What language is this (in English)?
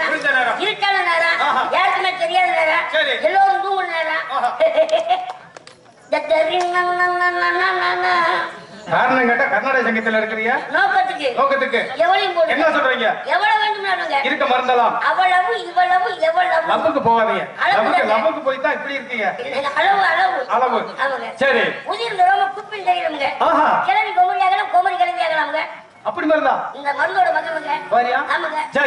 Tamil